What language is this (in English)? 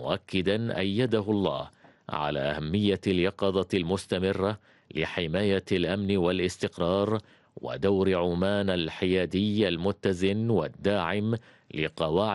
Arabic